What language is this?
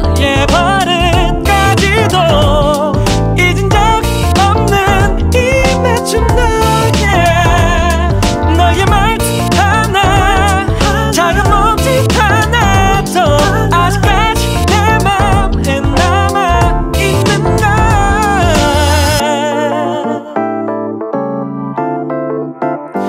Korean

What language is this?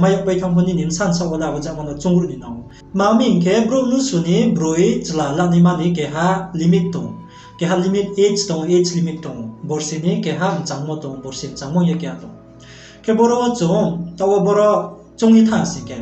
Riang (India)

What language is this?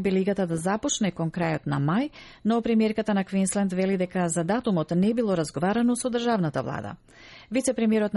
Macedonian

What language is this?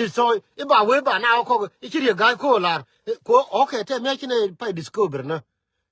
Nuer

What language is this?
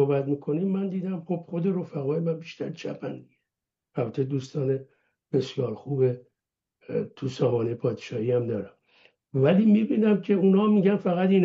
Persian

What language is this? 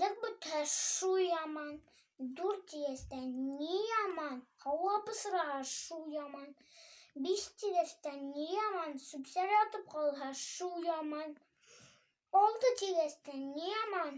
Bashkir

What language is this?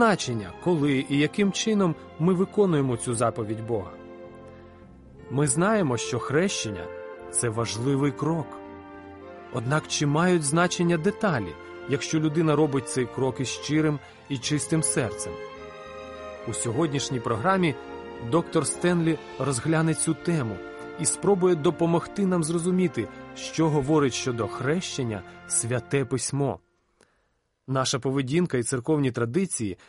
Ukrainian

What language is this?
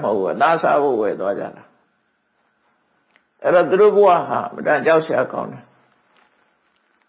Burmese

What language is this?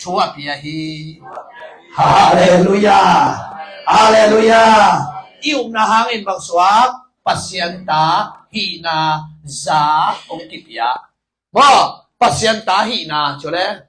Tedim Chin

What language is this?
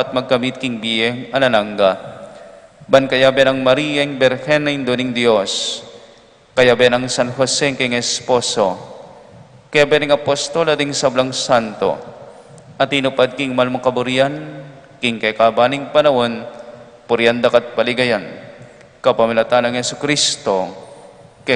Pampanga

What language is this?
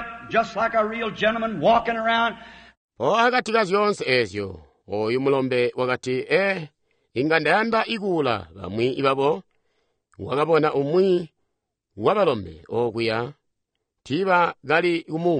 Tonga (Zambia)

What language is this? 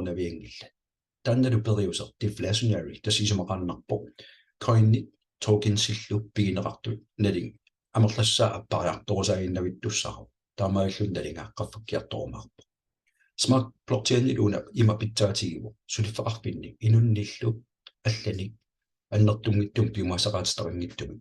Kalaallisut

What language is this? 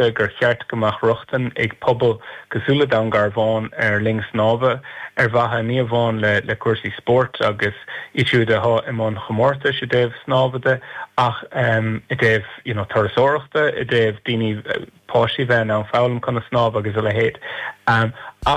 Irish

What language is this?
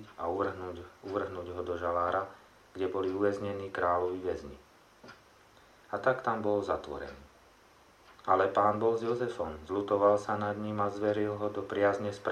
Slovak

